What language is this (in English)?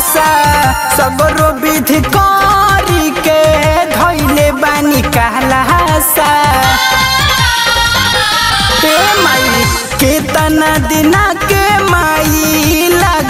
Bhojpuri